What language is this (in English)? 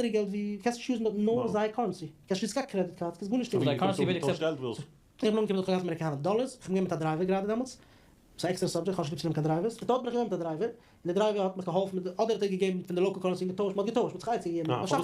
Yiddish